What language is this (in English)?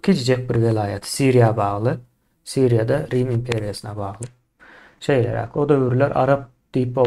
Turkmen